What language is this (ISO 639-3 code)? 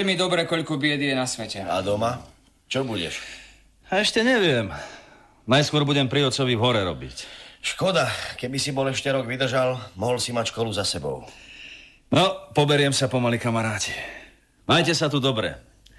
slk